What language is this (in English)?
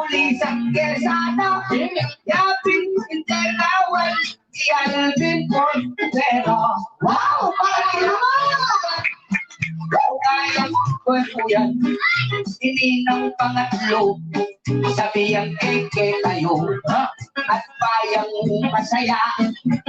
Pampanga